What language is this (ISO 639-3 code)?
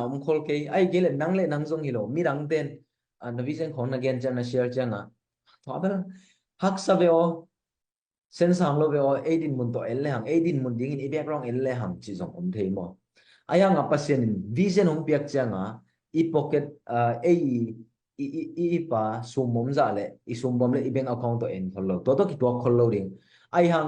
ctd